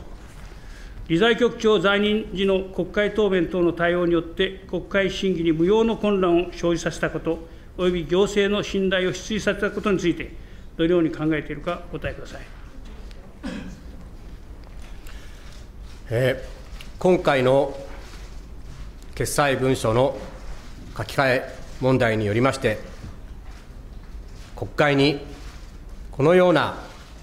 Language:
Japanese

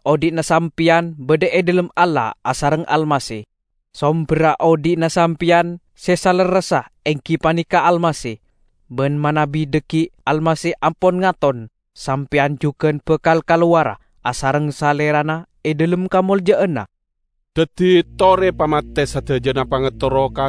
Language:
Madurese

